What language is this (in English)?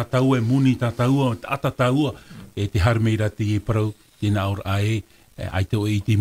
Tahitian